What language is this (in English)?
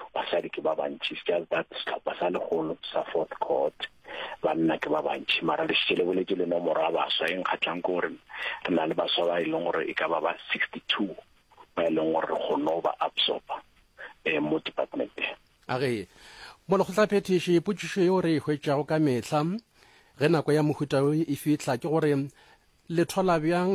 Northern Sotho